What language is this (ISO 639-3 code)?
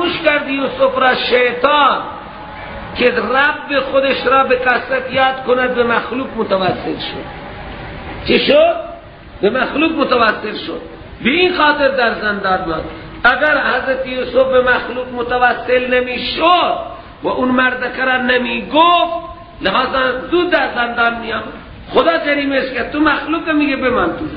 fas